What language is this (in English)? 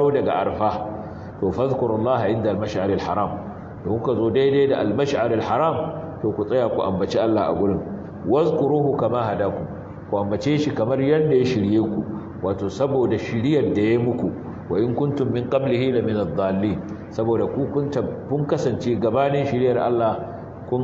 Hausa